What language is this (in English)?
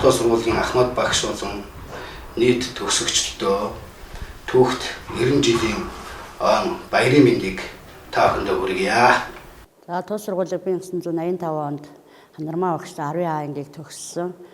Mongolian